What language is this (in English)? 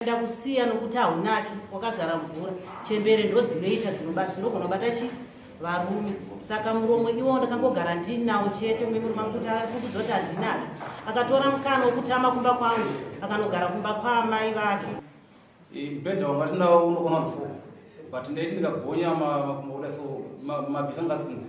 Shona